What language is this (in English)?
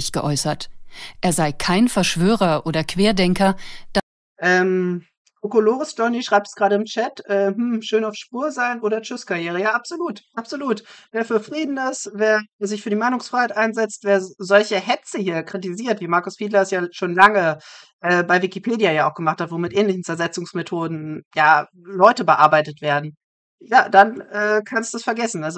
German